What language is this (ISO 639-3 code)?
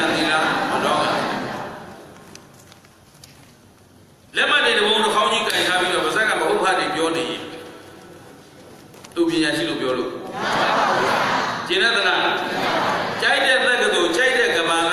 mya